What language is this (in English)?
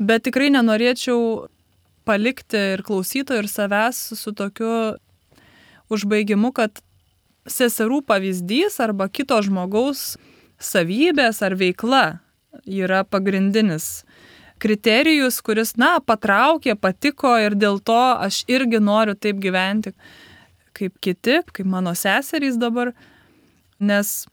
Lithuanian